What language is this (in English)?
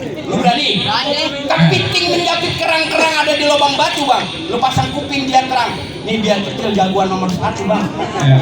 Betawi